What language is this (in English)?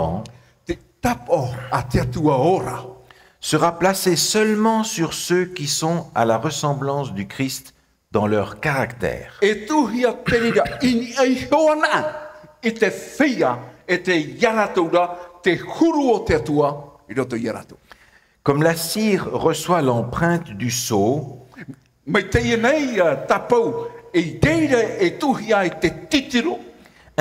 Tahitian